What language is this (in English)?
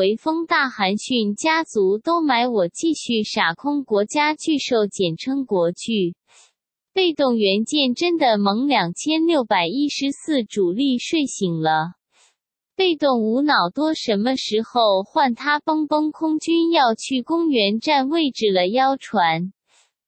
Chinese